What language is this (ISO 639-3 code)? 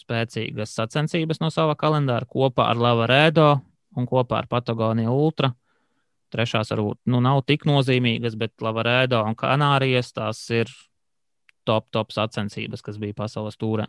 lav